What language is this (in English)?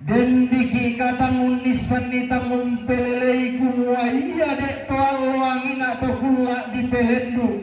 Toraja-Sa'dan